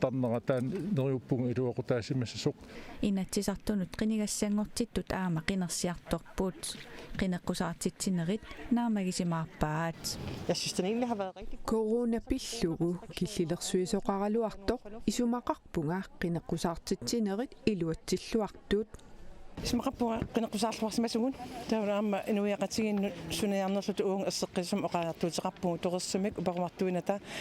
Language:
Kalaallisut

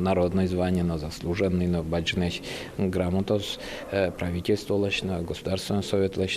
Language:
Udmurt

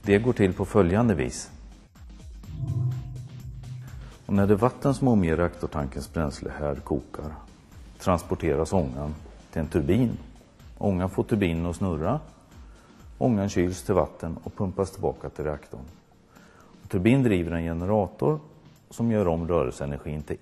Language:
Swedish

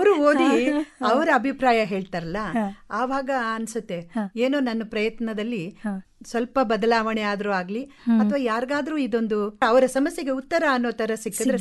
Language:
Kannada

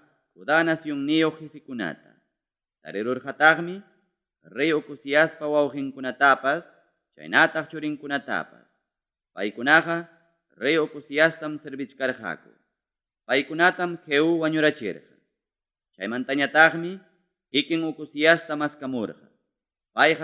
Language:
Ayacucho Quechua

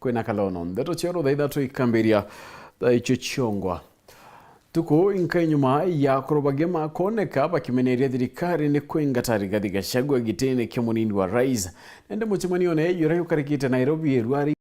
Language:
Meru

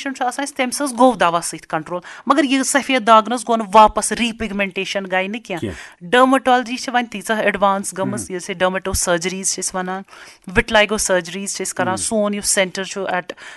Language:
Kashmiri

